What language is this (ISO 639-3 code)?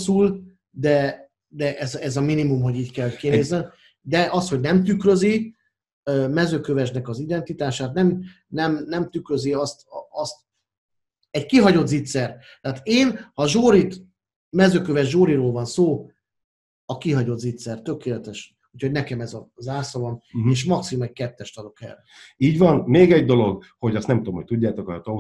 hun